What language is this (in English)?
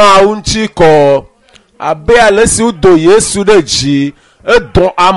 Ewe